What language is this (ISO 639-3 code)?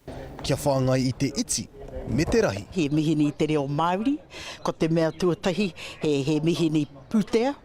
mri